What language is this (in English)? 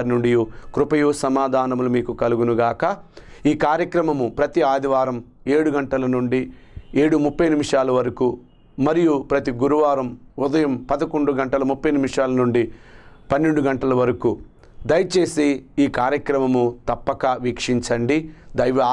Telugu